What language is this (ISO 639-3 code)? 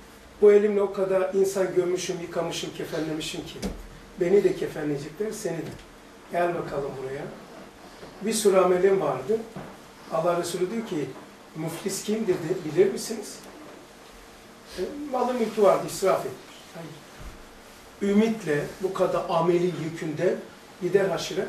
tur